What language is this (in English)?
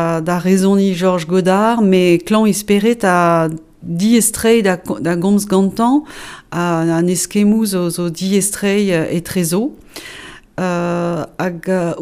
Breton